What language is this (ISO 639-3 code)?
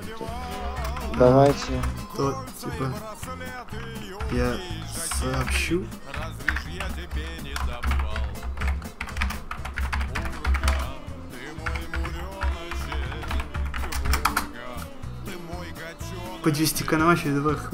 rus